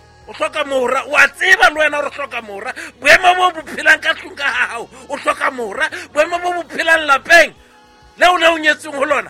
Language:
Southern Sotho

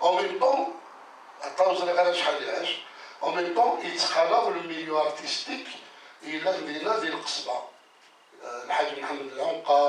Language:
Kabyle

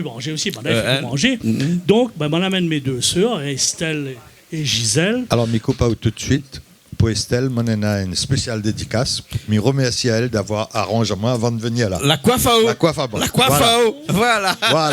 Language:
Réunion Creole French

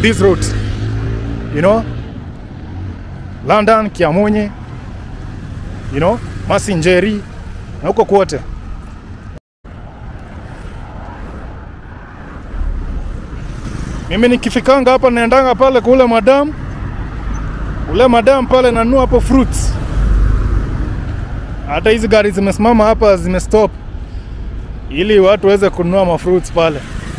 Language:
Swahili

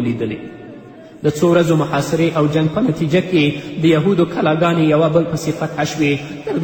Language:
Pashto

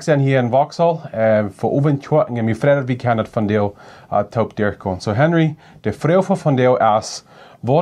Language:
Plautdietsch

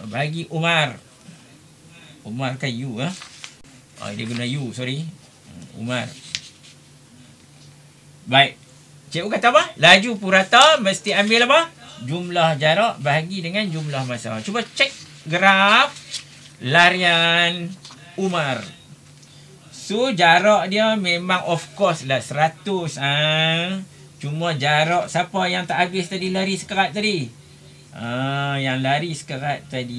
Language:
Malay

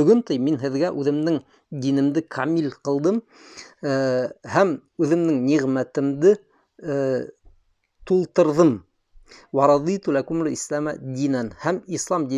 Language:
Bashkir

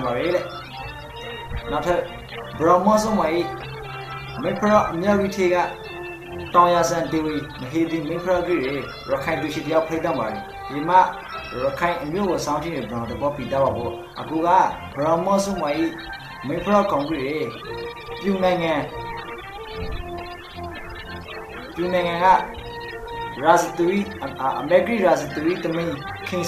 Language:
Burmese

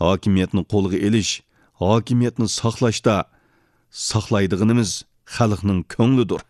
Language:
Uyghur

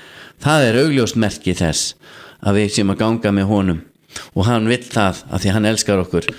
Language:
Icelandic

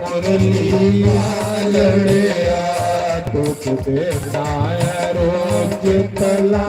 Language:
Dogri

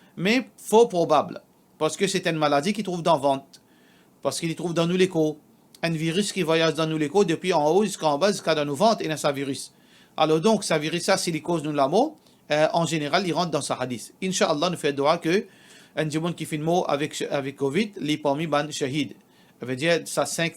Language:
Morisyen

